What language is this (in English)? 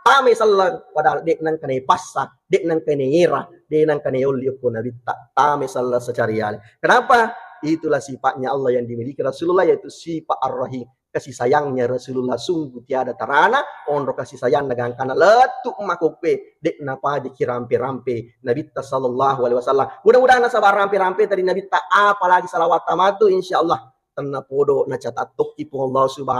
Buginese